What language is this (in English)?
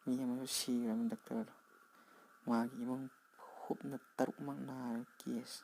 Manipuri